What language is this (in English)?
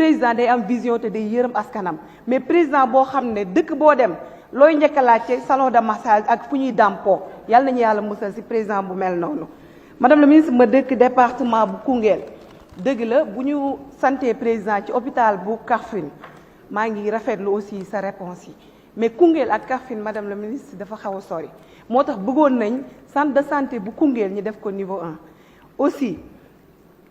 Wolof